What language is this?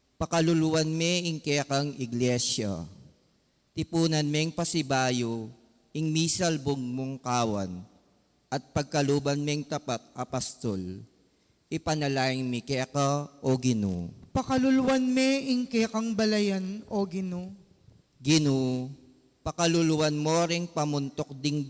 Pampanga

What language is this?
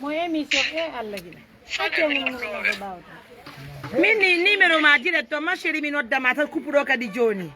Pular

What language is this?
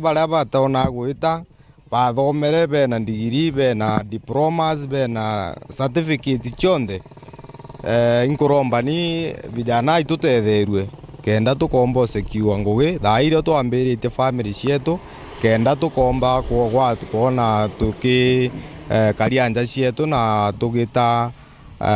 Meru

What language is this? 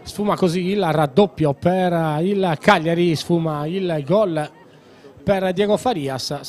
Italian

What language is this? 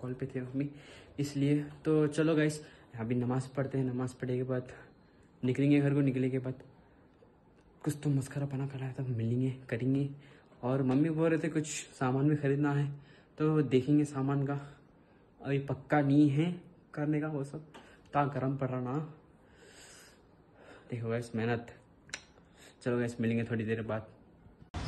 Hindi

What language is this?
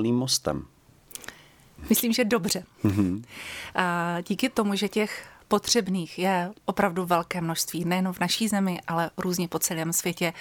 Czech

